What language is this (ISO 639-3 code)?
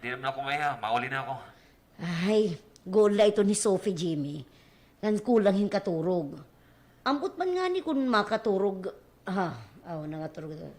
war